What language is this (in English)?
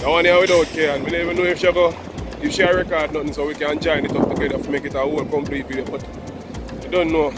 Jamaican Creole English